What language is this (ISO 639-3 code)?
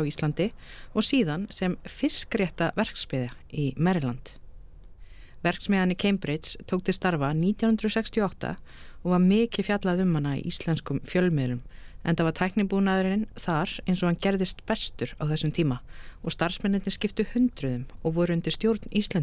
isl